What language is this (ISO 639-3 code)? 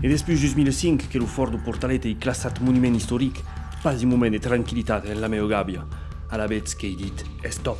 oci